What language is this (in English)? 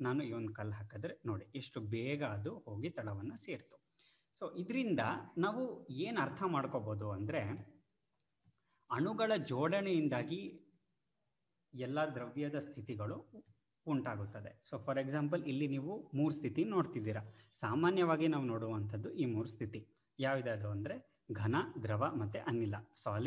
Kannada